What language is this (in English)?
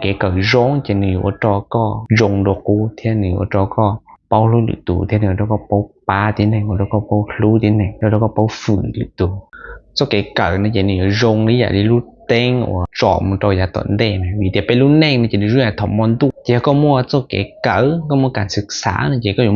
Hmong